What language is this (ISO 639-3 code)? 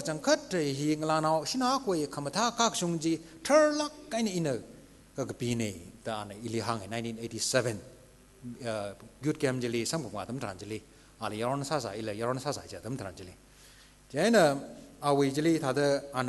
nmf